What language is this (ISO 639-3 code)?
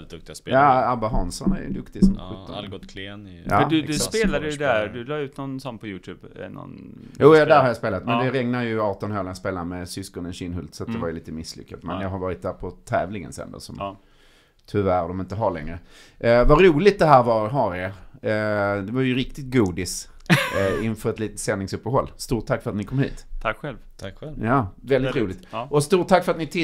swe